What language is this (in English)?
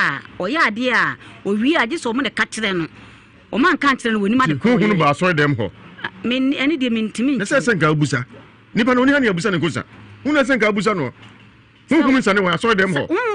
Akan